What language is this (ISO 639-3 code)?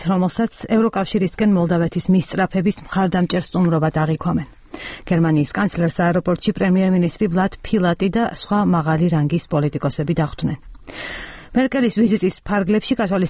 kat